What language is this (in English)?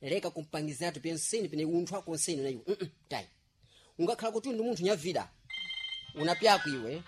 Sena